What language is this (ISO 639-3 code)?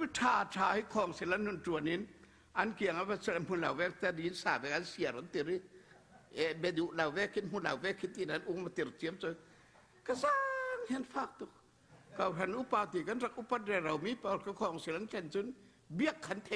cfm